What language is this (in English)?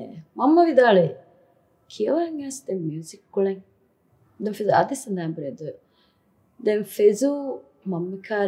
Divehi